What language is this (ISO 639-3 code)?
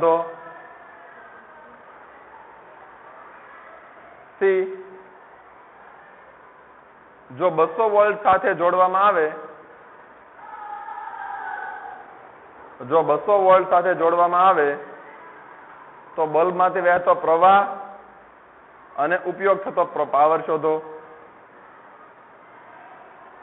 guj